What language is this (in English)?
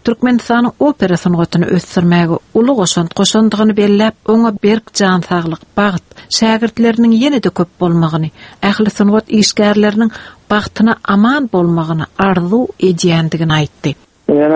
Turkmen